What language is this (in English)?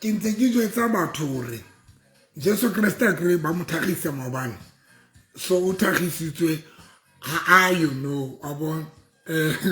Southern Sotho